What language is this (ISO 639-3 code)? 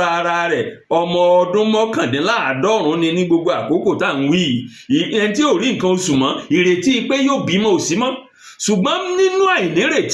yor